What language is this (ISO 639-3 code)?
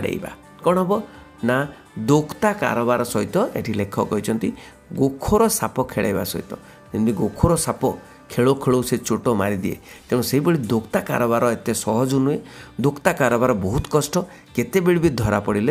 ori